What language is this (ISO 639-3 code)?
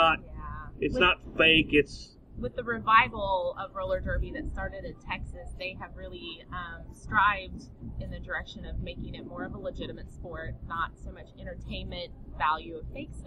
eng